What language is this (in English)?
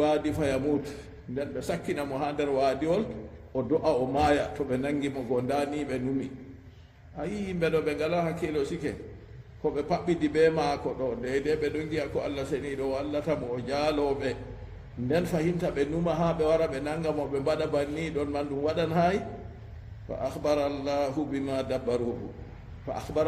Fula